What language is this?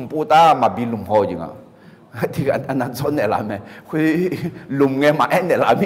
Akha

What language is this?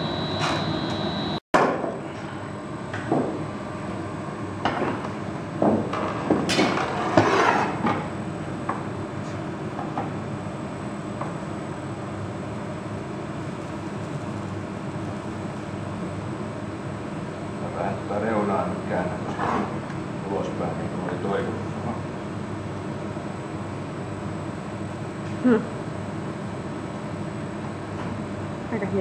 Finnish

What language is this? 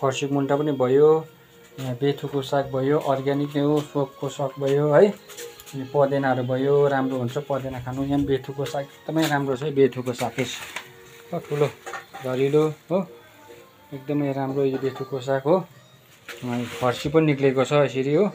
Nepali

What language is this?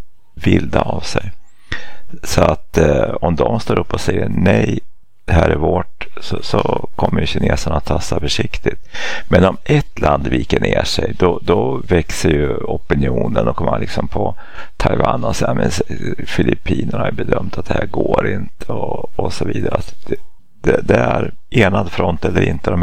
Swedish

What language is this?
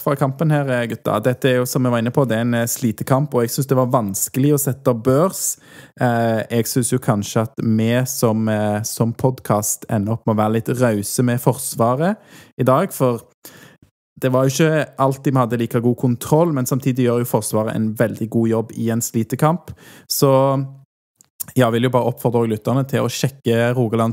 Norwegian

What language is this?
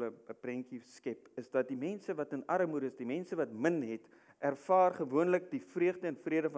Afrikaans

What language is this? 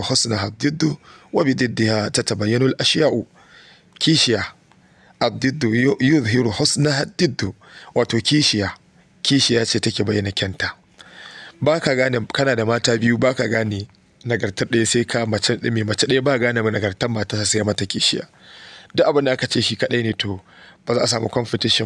Hausa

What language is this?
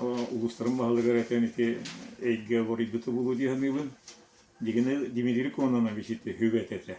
Yakut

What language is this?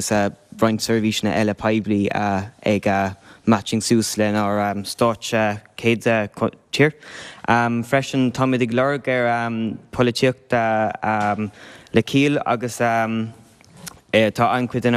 Irish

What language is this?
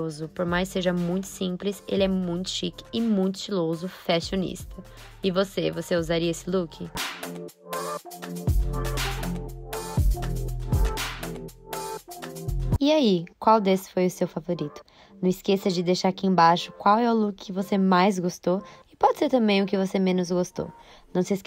Portuguese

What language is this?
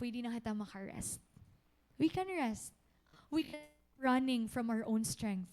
Waray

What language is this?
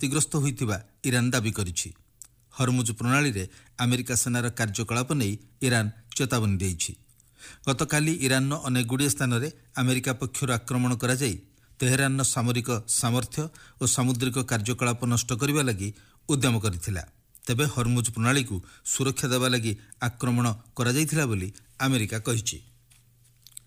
Odia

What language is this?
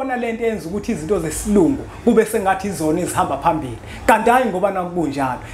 Zulu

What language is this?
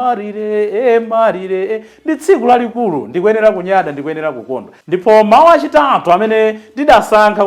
Nyanja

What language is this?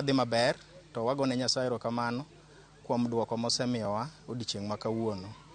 Luo (Kenya and Tanzania)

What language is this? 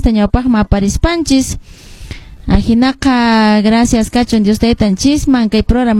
Quechua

